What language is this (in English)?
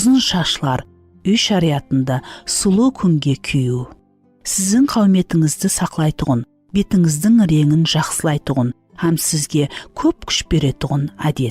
Kara-Kalpak